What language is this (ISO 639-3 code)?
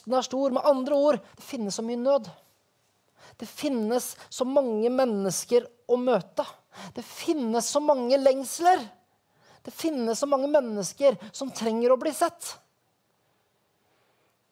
nor